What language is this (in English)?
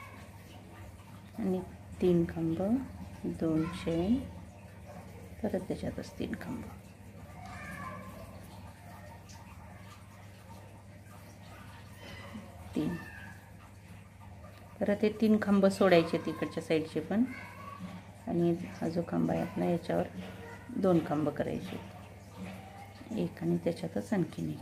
Marathi